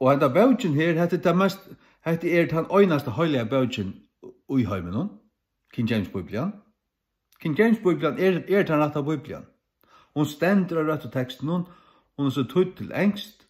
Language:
Faroese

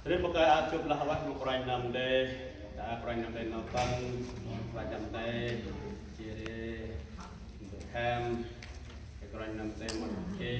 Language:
Central Mnong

